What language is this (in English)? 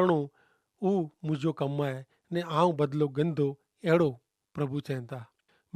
Kachhi